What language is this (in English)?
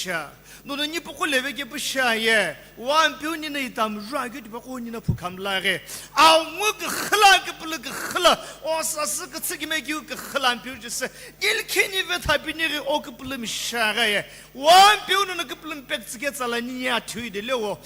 Sumi Naga